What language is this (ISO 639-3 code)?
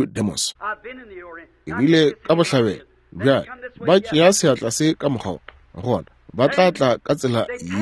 nso